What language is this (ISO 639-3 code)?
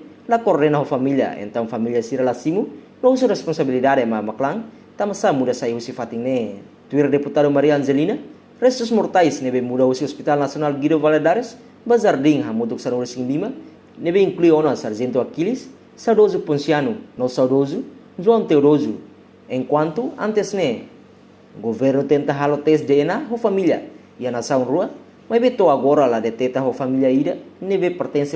tet